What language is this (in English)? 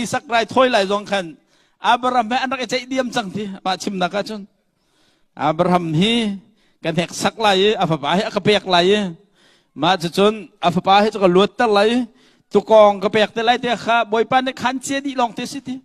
Hakha Chin